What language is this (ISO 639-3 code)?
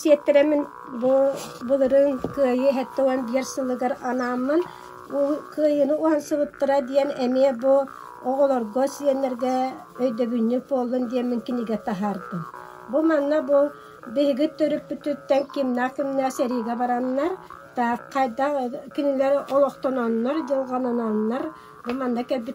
sah